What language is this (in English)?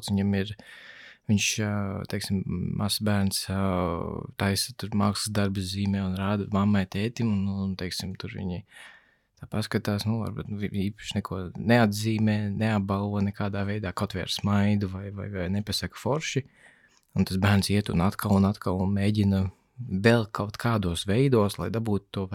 Latvian